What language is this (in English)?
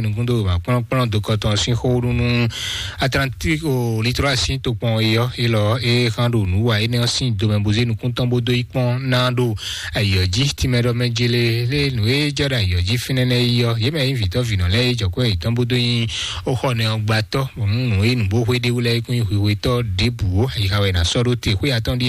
Fon